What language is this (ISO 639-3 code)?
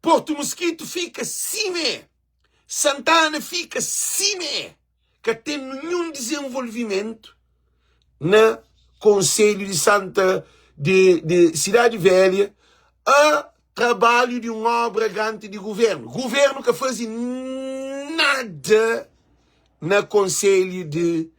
kea